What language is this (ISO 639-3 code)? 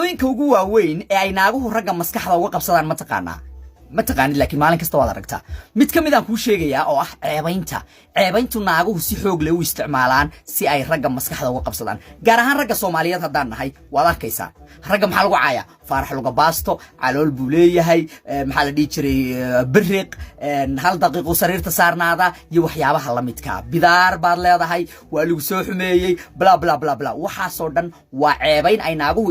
som